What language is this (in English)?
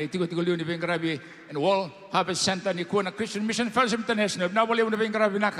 Fijian